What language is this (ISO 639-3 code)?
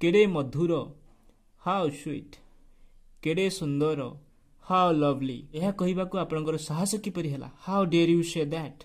ori